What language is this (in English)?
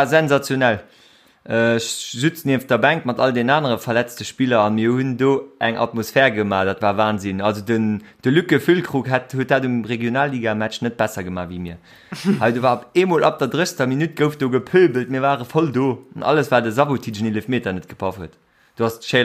Luxembourgish